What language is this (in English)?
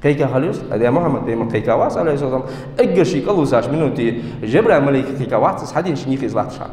Ingush